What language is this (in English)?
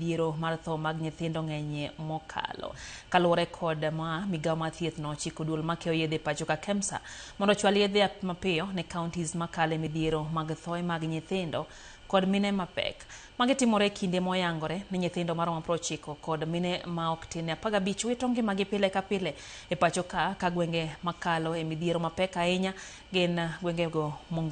Luo (Kenya and Tanzania)